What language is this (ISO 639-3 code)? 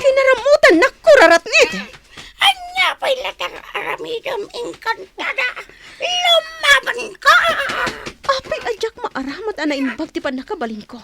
ilo